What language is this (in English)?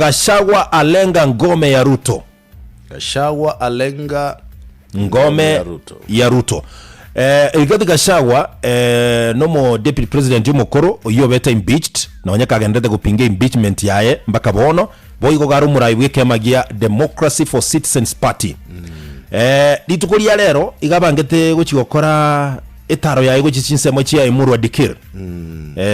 Gusii